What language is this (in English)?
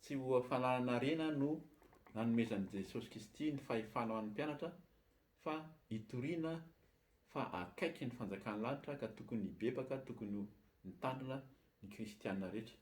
Malagasy